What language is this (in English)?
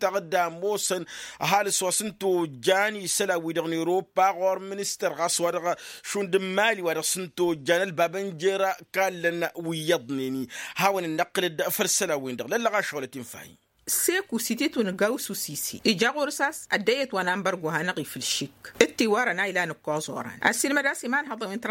Tamasheq